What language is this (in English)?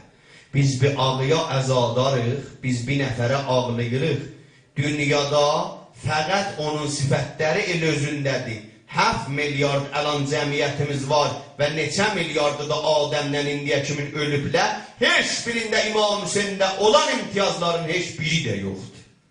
South Azerbaijani